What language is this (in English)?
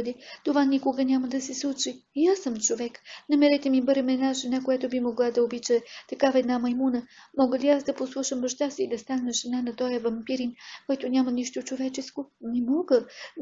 Bulgarian